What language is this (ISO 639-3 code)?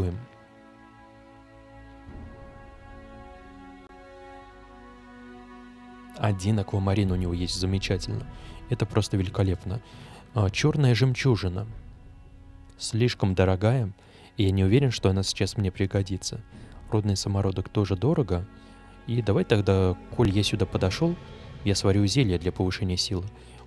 rus